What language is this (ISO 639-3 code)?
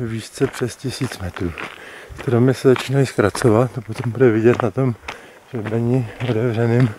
ces